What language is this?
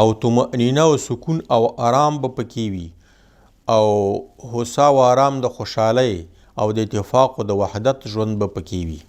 Pashto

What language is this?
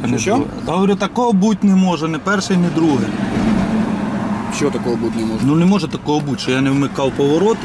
Ukrainian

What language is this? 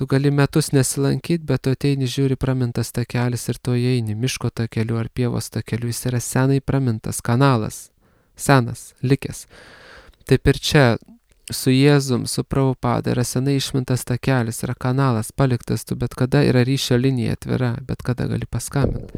Lithuanian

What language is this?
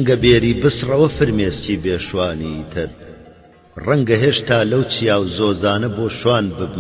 Central Kurdish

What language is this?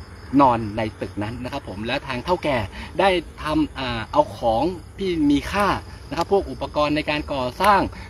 Thai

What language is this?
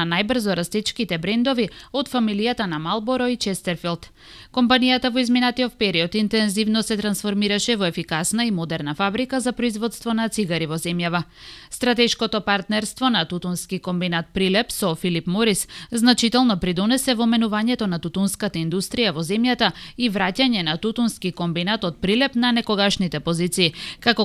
Macedonian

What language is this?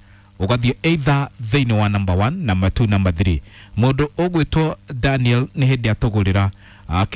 Kikuyu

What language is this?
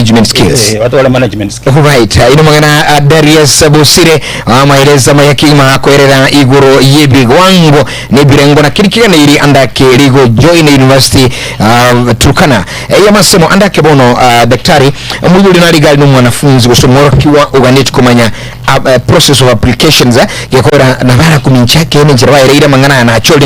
Gusii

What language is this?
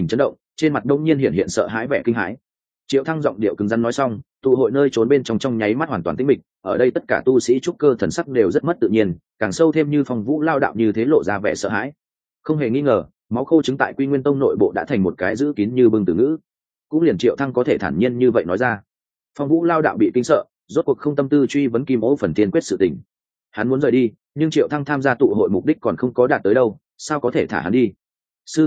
Vietnamese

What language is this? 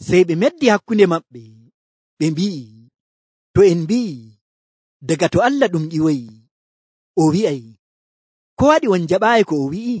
Nigerian Fulfulde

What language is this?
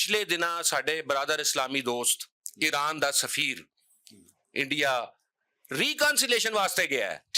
Western Panjabi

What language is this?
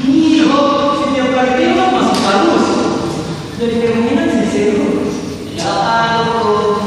Ambonese Malay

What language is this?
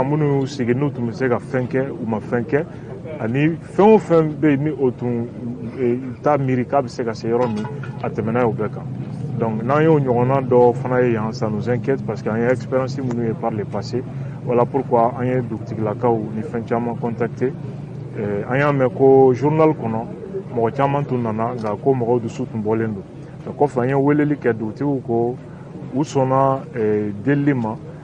Bambara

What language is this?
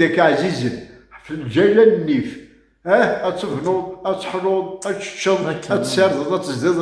Kabyle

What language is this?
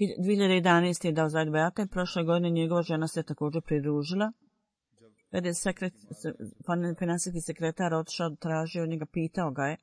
Bosnian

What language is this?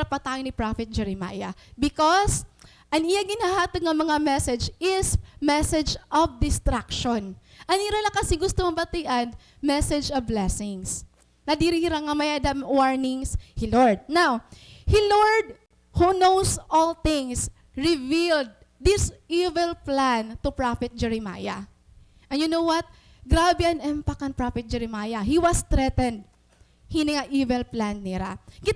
Waray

